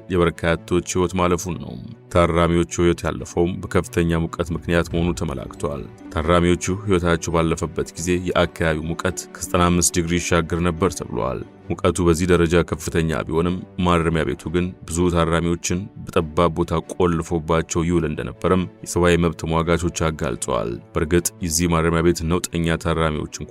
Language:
Amharic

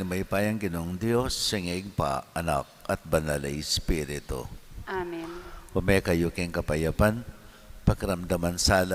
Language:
Pampanga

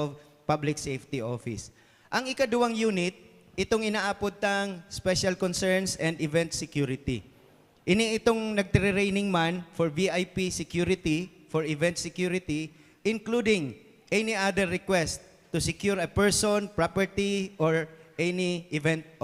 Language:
Bikol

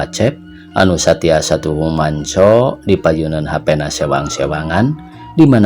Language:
Sundanese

